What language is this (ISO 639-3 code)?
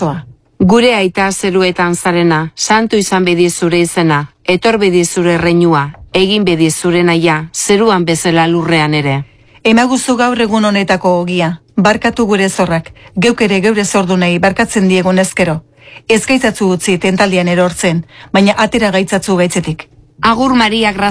eus